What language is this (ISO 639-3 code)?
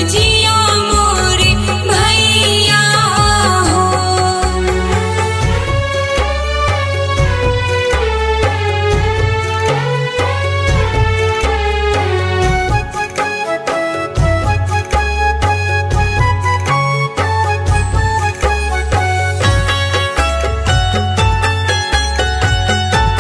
bho